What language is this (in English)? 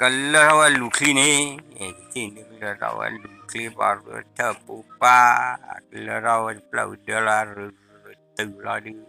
S'gaw Karen